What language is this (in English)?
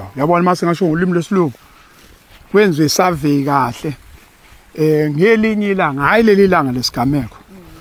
Zulu